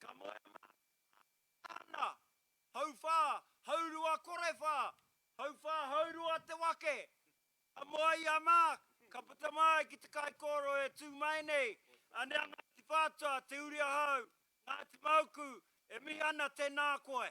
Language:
Māori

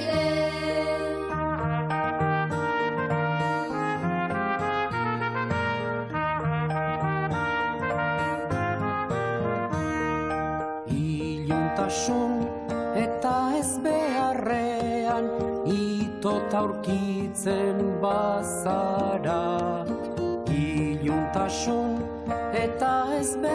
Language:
Basque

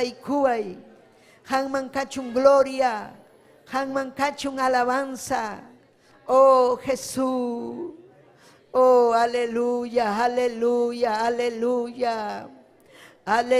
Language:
Ayacucho Quechua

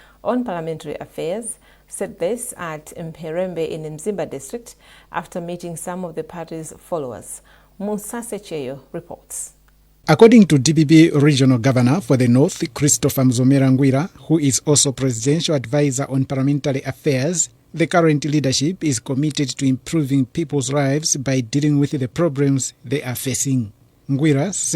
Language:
English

